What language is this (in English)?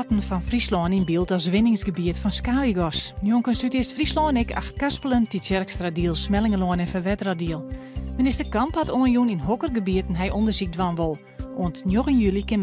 Western Frisian